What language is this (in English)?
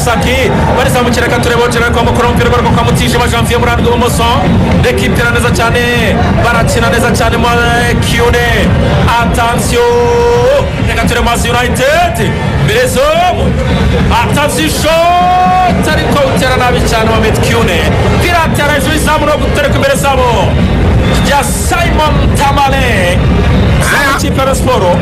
Kinyarwanda